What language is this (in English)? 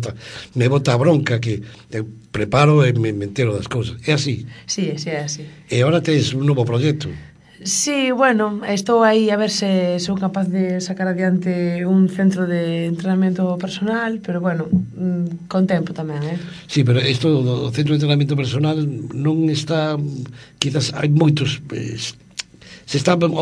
Galician